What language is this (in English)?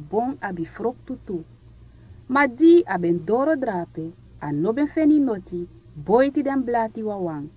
Sranan Tongo